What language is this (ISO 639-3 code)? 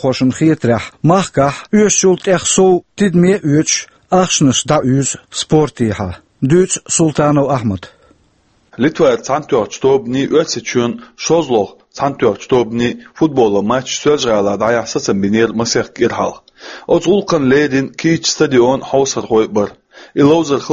che